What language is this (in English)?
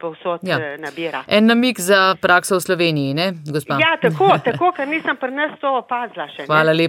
Slovenian